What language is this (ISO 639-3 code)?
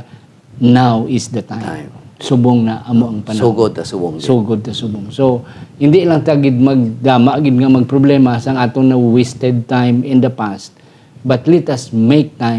hil